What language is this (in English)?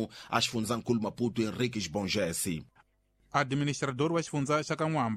Tsonga